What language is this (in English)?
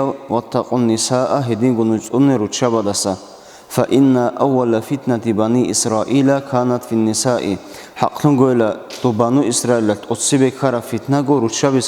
Avaric